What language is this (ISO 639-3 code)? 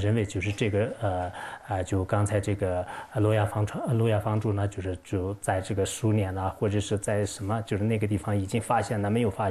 zho